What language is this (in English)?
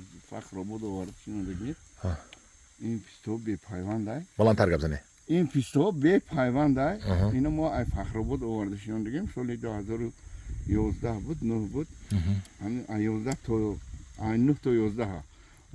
Tajik